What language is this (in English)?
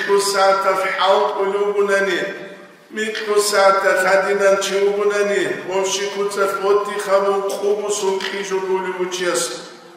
Avaric